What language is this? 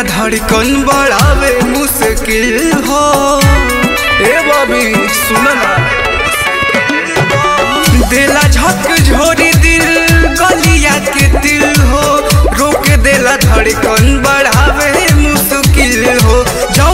Bhojpuri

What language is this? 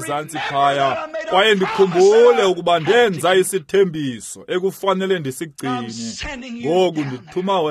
Xhosa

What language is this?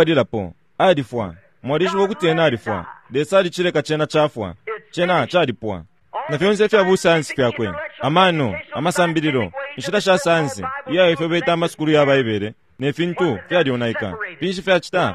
Bemba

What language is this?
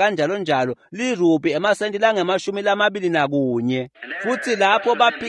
Swati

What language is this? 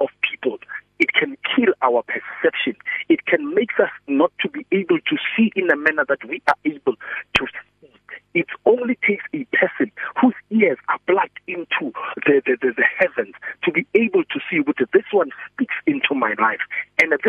English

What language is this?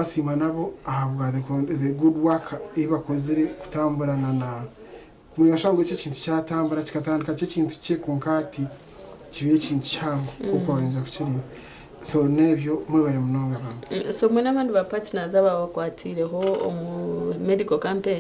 Nyankole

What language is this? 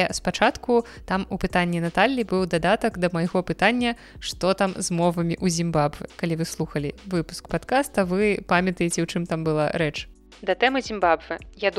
Belarusian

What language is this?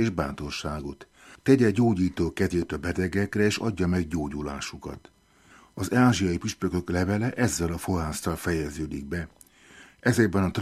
Hungarian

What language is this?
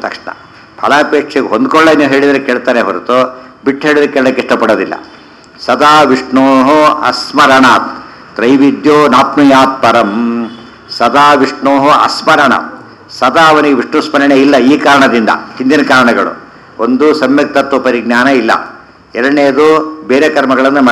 Kannada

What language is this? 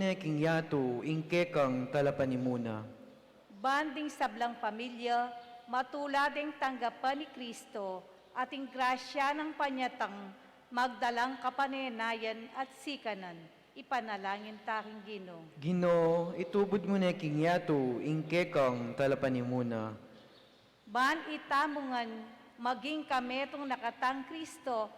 Pampanga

